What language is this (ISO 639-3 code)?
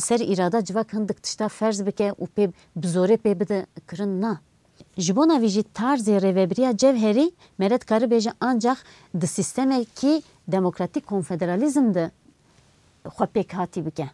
kur